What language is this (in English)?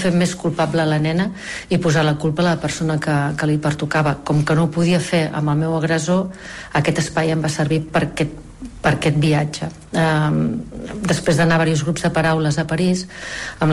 Catalan